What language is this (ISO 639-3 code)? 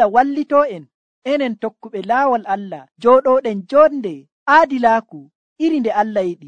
fuv